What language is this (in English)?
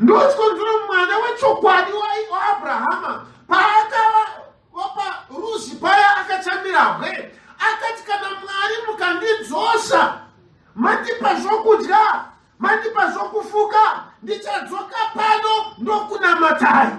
Shona